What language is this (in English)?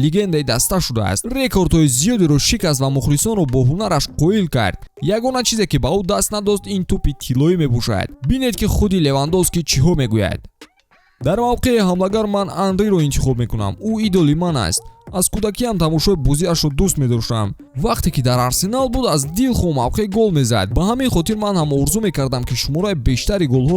Tajik